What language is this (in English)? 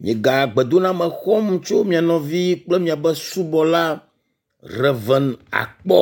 Ewe